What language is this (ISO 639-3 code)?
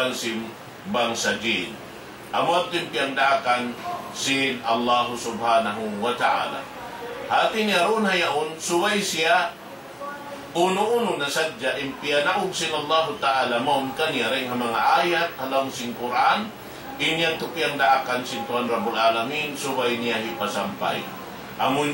tsg